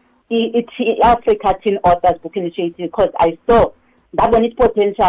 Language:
South Ndebele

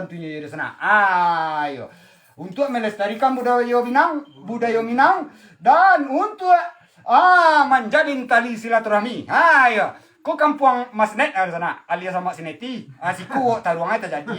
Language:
Minangkabau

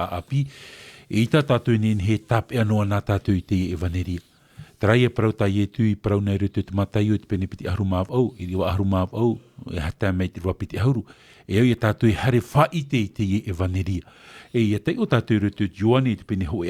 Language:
Tahitian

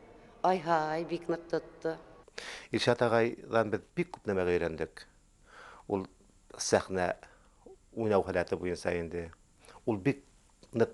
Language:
Bashkir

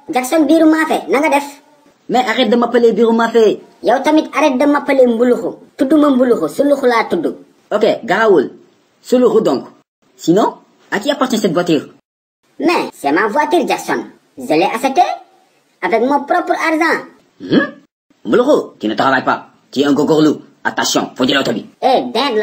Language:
Wolof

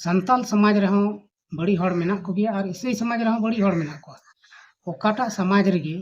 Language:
Santali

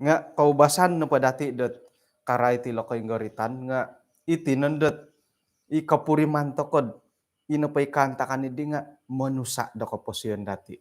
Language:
Central Dusun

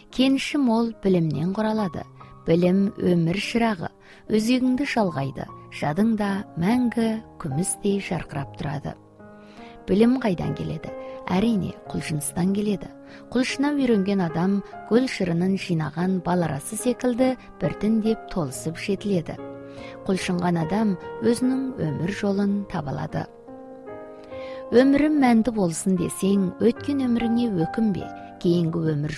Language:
Kazakh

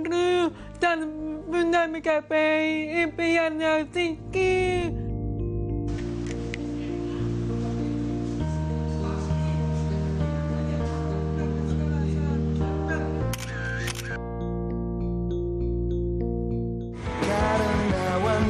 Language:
Indonesian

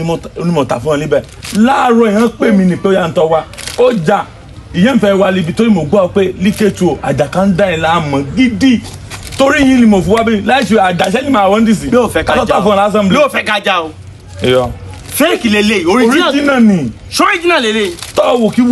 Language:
Yoruba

